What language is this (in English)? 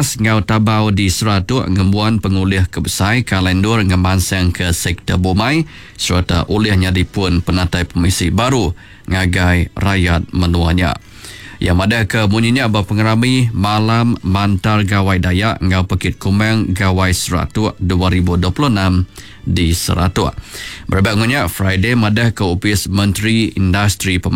Iban